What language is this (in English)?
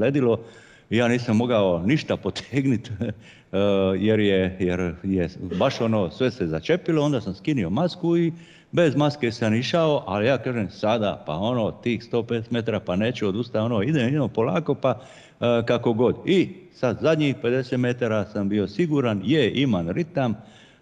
Croatian